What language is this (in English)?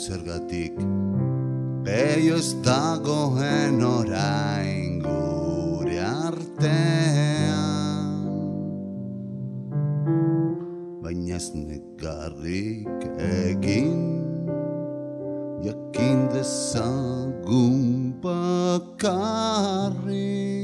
Basque